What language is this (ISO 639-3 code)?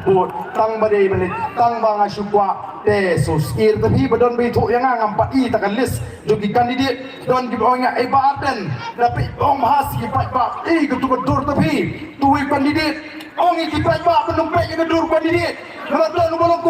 kha